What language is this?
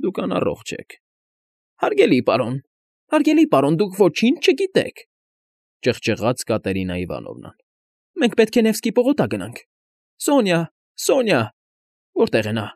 Armenian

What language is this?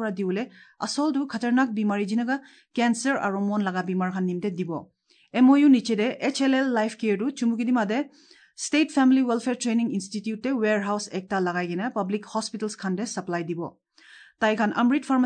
Assamese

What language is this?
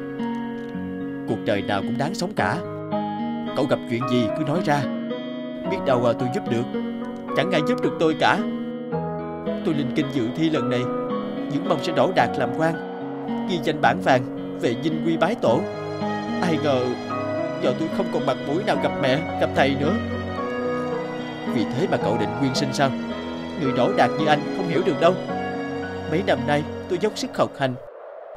Vietnamese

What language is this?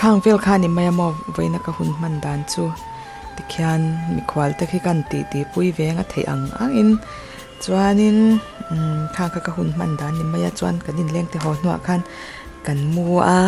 Mizo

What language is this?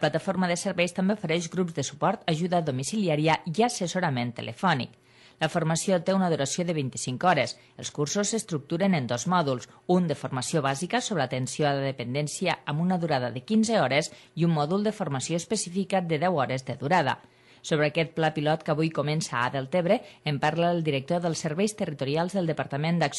Catalan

